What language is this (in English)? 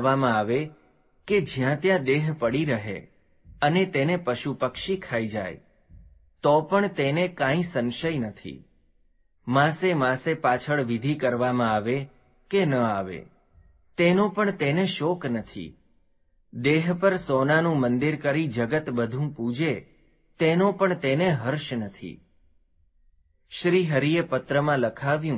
Gujarati